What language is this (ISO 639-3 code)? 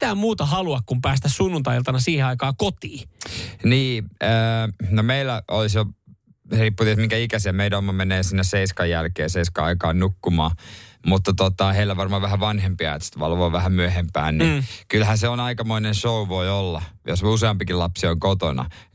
fin